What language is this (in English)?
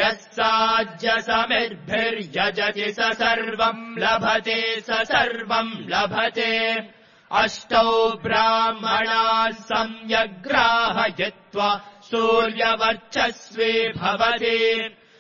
Sanskrit